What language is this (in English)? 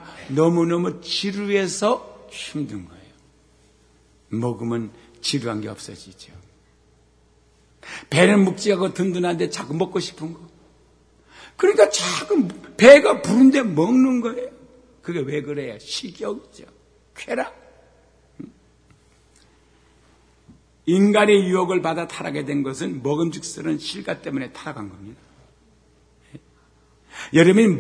Korean